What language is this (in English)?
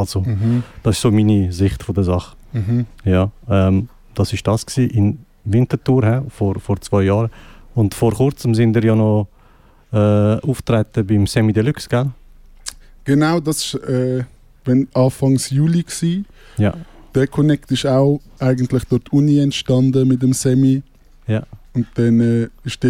Swiss German